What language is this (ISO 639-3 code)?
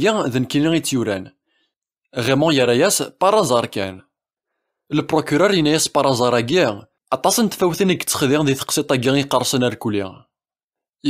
kab